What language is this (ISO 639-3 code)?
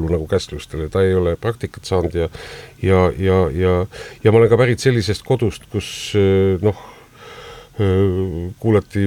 est